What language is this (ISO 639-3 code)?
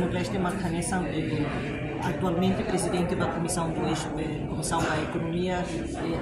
tet